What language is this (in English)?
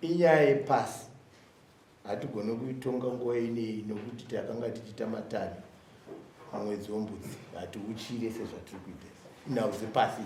Shona